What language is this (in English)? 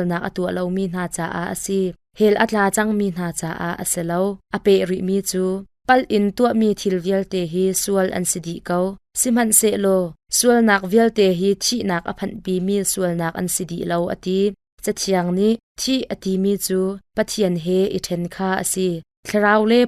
Hakha Chin